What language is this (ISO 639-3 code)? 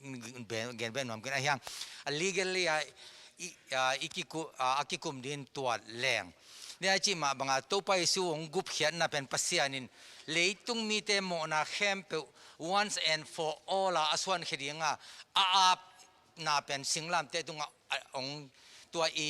ctd